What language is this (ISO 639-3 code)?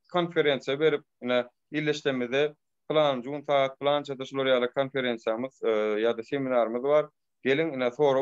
tuk